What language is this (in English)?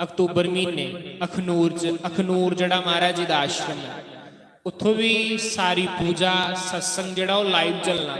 Dogri